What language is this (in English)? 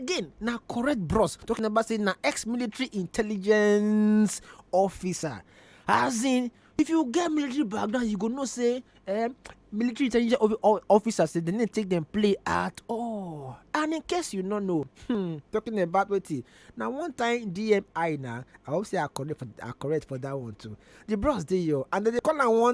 Nigerian Pidgin